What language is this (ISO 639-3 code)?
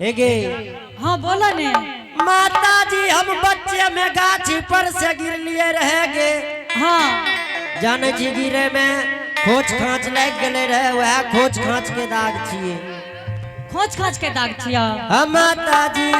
anp